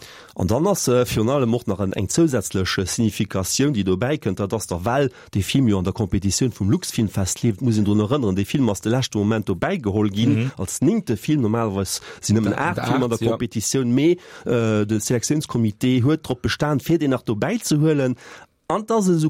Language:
Luxembourgish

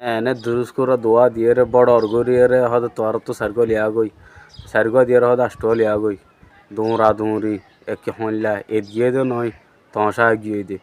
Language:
Rohingya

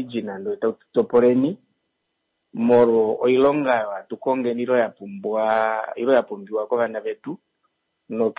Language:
Kuanyama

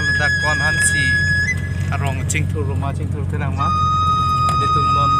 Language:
Karbi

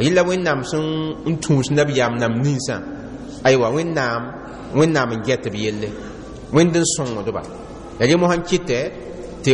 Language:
Mossi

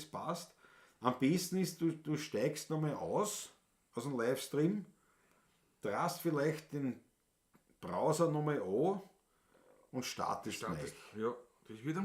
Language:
Bavarian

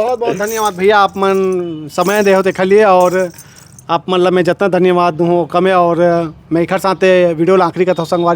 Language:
Chhattisgarhi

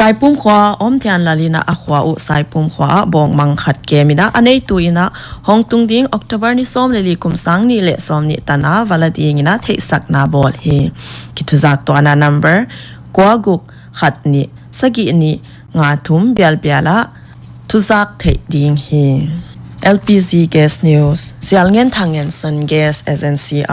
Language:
Paite Chin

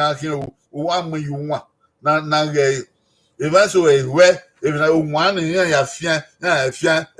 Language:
Bini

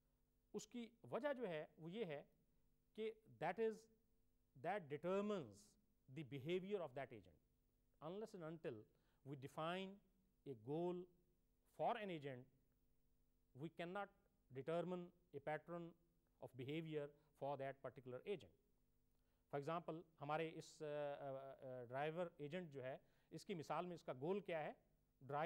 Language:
Urdu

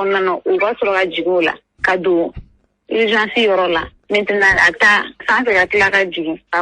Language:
Bambara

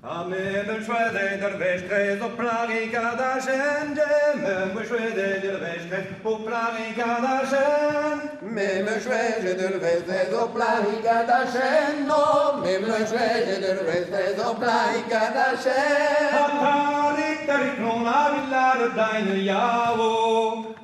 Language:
Breton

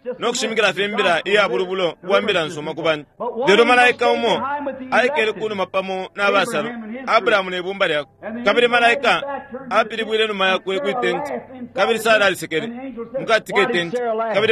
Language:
Bemba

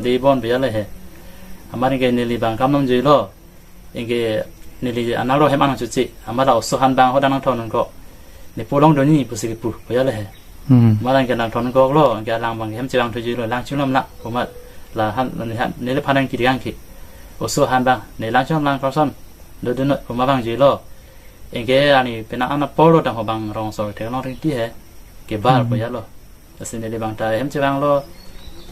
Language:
Karbi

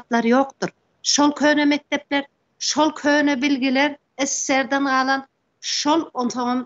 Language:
Turkmen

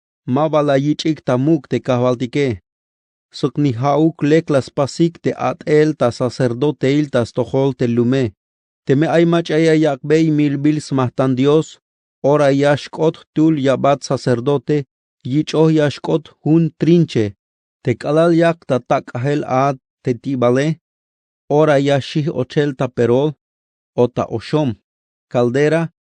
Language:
Tzeltal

